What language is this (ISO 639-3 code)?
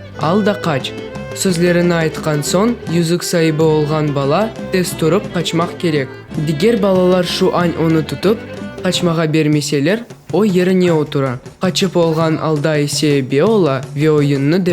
crh